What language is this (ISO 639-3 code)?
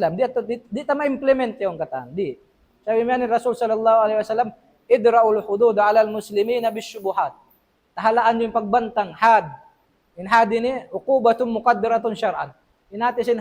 tsg